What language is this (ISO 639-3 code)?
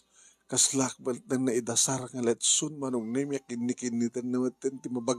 ilo